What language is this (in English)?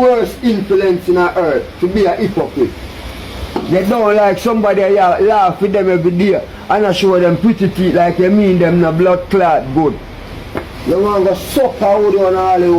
Jamaican Creole English